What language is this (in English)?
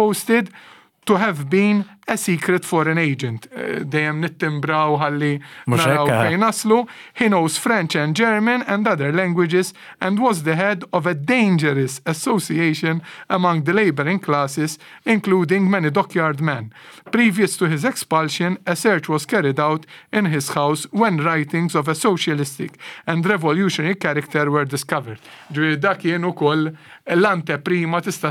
Maltese